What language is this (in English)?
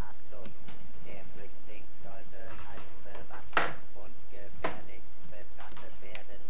Swiss German